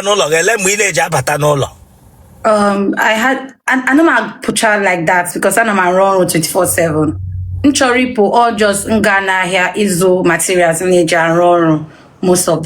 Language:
Igbo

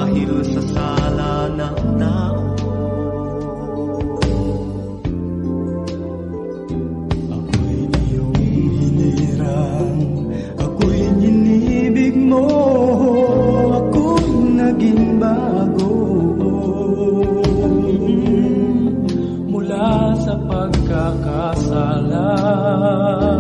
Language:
Filipino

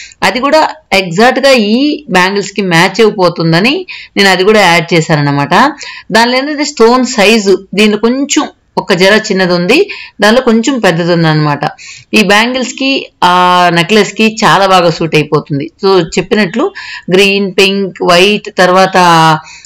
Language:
Telugu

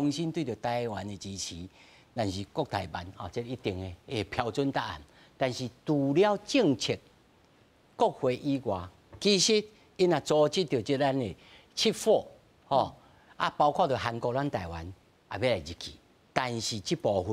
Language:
Min Nan Chinese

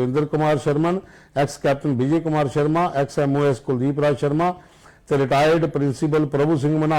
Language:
Dogri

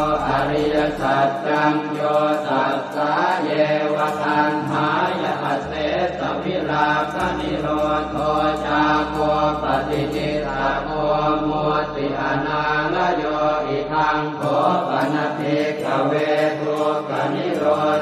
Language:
Pali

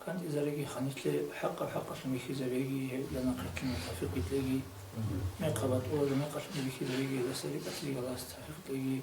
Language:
Avaric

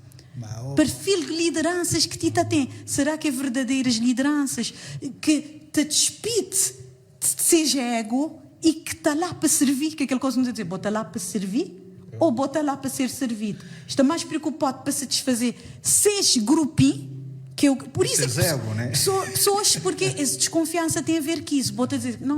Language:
Kabuverdianu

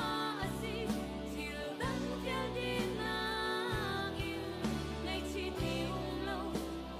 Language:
Hakha Chin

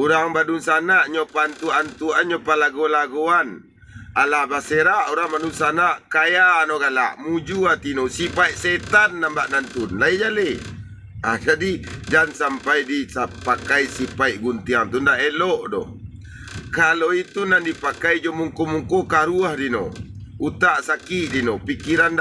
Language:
Minangkabau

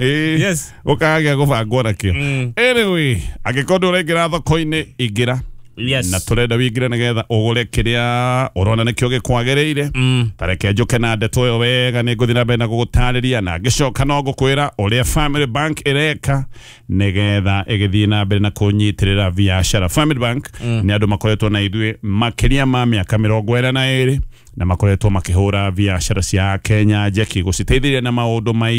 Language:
Kikuyu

